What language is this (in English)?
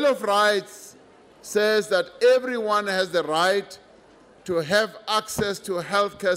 English